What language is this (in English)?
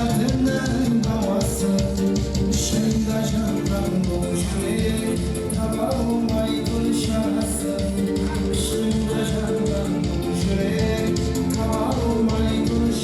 Kara-Kalpak